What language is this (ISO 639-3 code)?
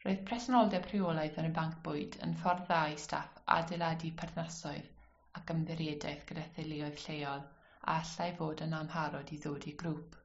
cym